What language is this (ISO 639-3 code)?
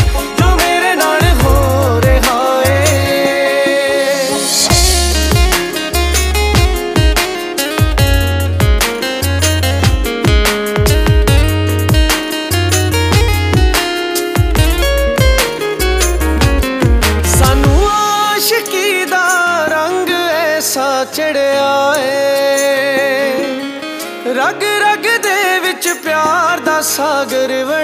pan